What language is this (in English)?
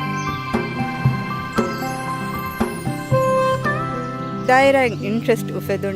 Divehi